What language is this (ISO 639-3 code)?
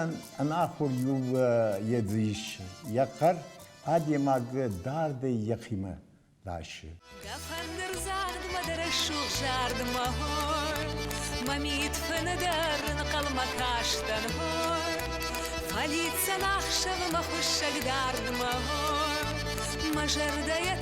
oss